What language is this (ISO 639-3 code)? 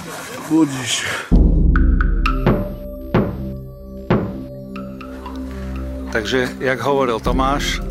slk